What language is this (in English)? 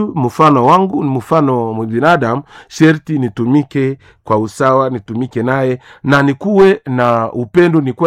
Swahili